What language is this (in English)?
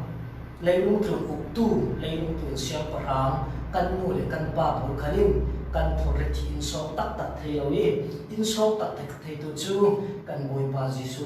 Falam Chin